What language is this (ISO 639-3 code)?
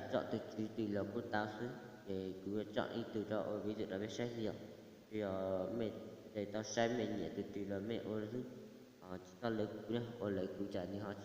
hmn